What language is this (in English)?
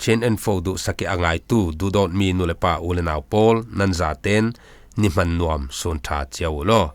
Falam Chin